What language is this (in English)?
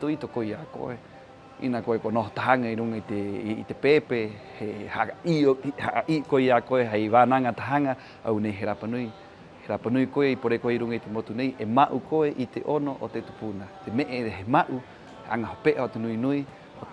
Rapanui